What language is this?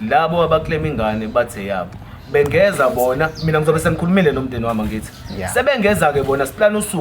Zulu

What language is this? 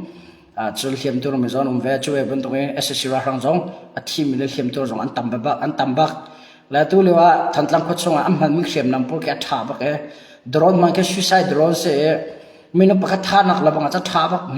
Hakha Chin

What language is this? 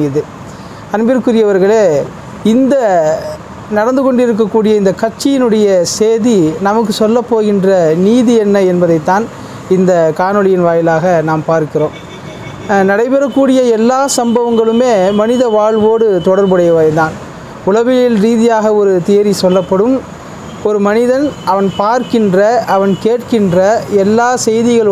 Tamil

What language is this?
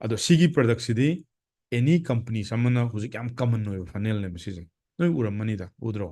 Manipuri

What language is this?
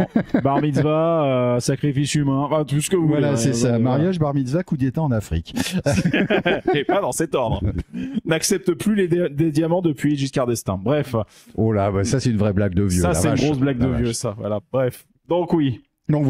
French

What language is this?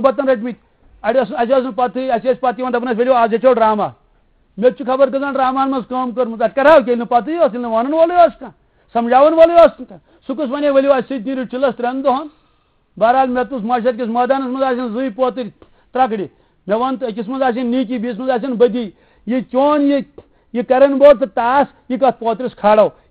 Kashmiri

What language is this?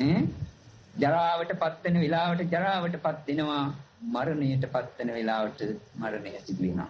Sinhala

